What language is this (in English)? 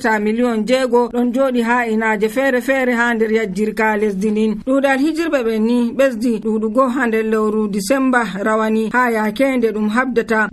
Nigerian Fulfulde